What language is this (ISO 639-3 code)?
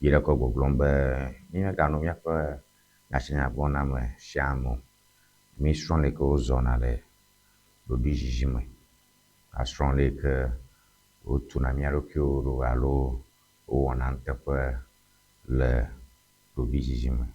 ewe